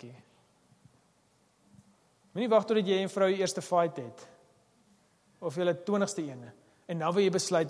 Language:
Afrikaans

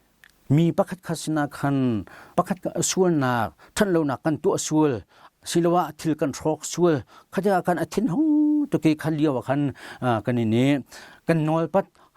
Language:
Hakha Chin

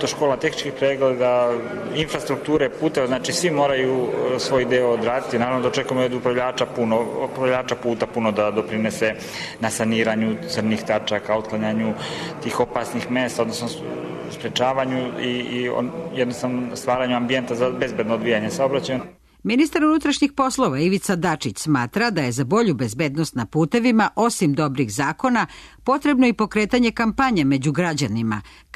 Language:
Serbian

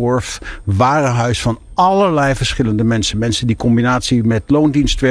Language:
Dutch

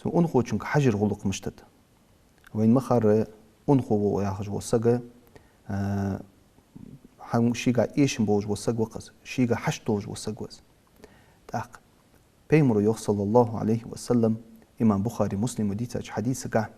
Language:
Ingush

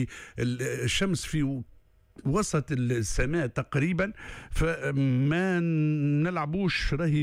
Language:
Tunisian Arabic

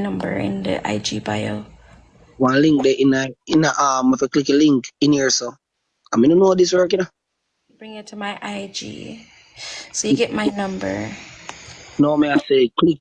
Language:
Jamaican Creole English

